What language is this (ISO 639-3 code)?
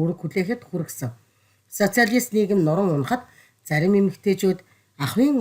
mon